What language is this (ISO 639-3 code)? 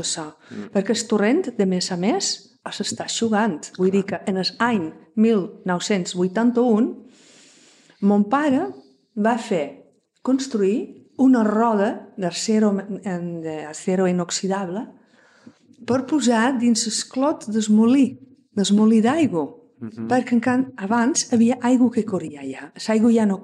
cat